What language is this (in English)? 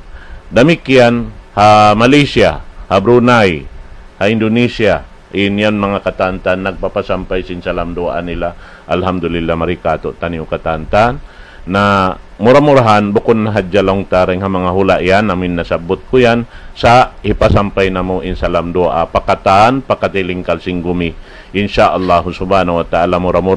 Tausug